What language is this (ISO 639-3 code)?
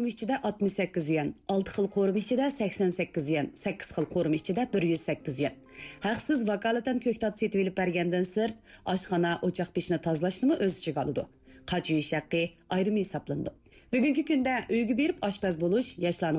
uig